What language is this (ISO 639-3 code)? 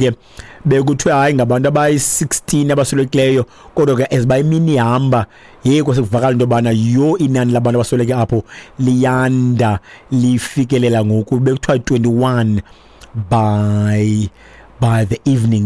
xho